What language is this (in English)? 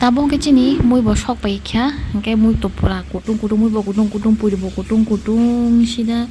Kok Borok